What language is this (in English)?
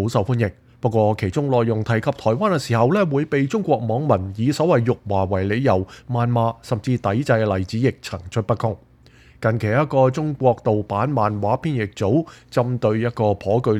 Cantonese